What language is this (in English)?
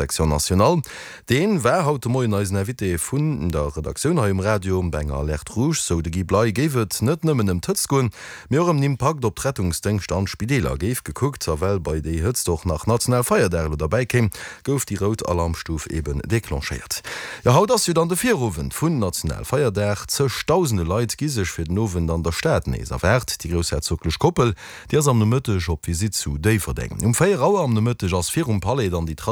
Luxembourgish